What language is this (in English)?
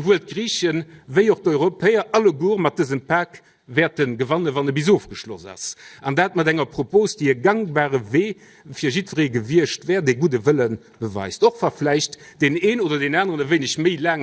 Luxembourgish